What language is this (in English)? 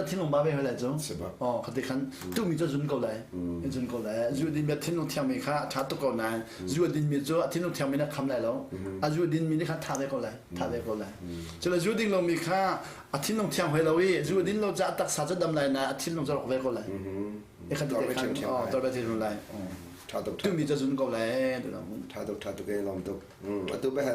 Hakha Chin